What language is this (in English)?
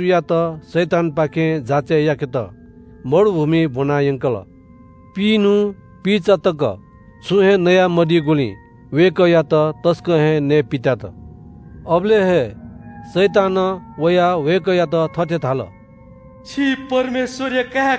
Newari